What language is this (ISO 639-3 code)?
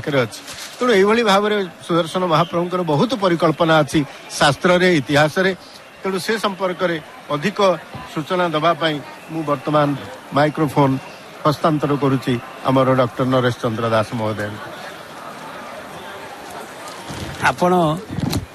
ori